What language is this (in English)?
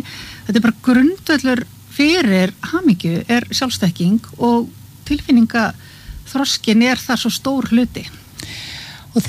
Icelandic